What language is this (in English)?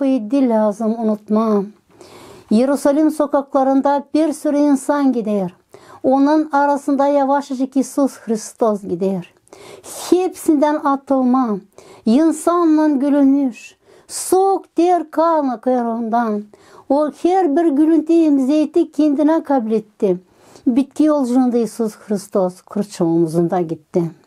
Gagauz